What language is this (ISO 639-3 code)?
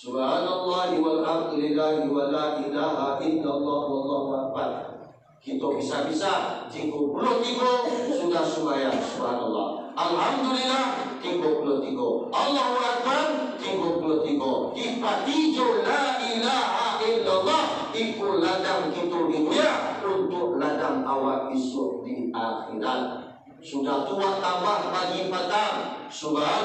min